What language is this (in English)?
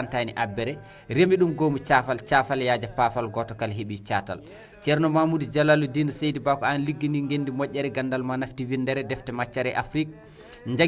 Fula